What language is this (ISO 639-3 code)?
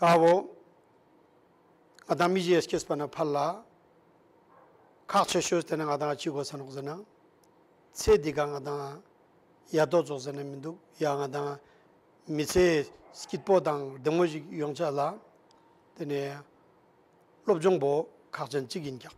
lbj